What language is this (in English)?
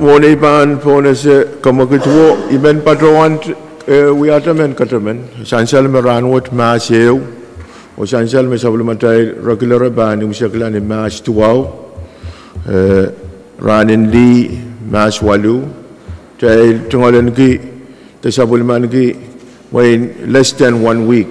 Pohnpeian